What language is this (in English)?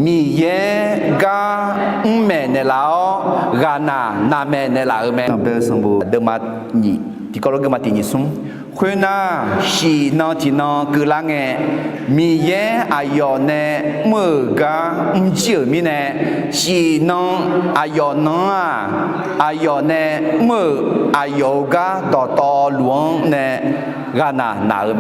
Akha